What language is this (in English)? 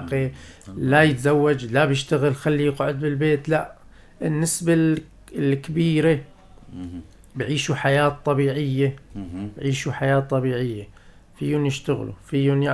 North Levantine Arabic